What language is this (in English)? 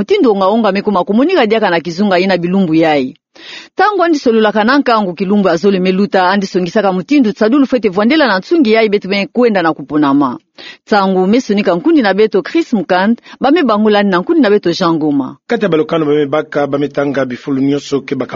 Kituba (Democratic Republic of Congo)